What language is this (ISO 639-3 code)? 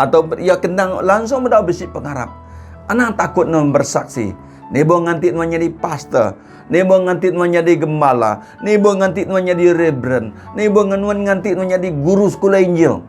iba